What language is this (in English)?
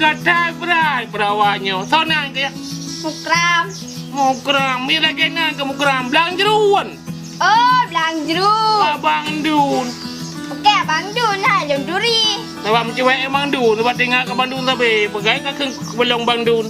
Achinese